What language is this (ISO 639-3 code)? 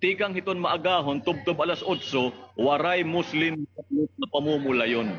war